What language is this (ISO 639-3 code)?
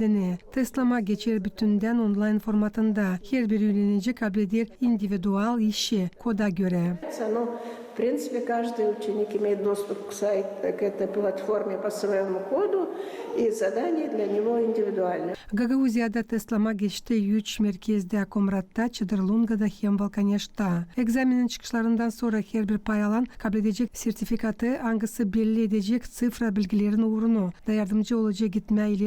gag